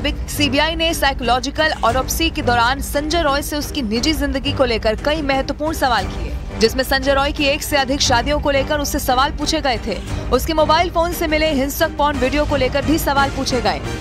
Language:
Hindi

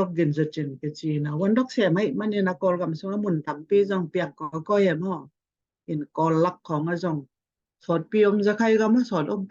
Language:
Tedim Chin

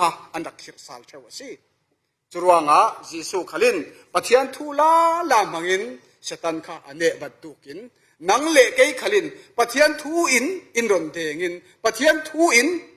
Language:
Falam Chin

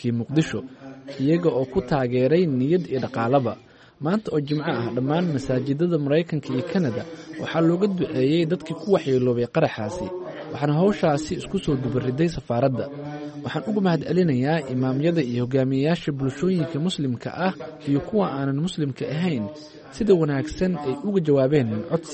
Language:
Somali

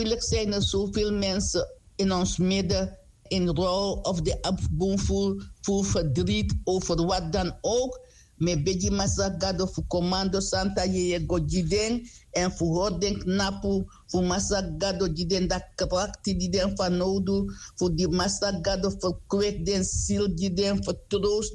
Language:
Sranan Tongo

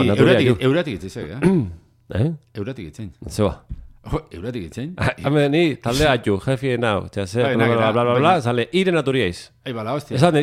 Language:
Basque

